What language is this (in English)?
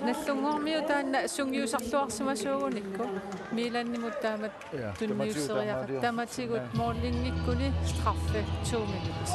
Kalaallisut